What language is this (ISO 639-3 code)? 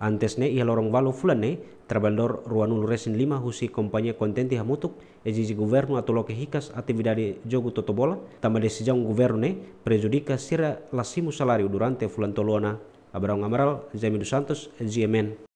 tet